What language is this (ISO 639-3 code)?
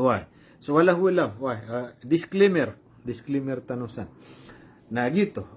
mrw